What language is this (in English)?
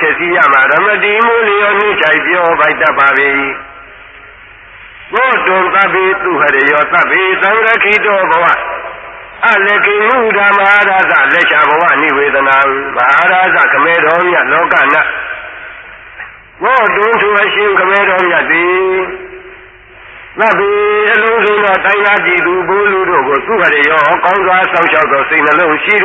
Burmese